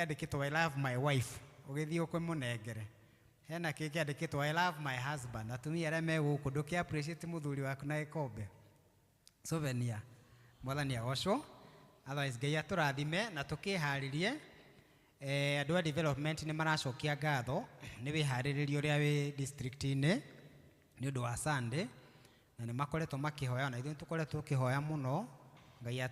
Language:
Kikuyu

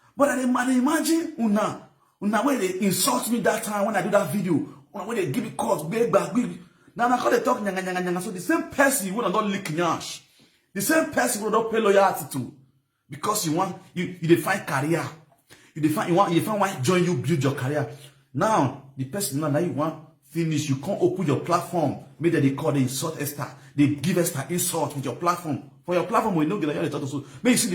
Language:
Nigerian Pidgin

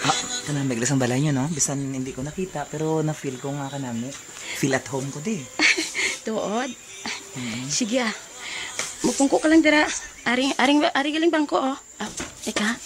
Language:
Hiligaynon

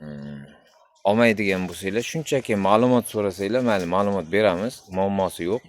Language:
Uzbek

